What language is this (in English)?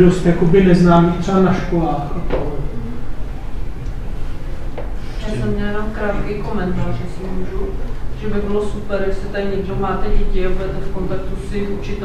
Czech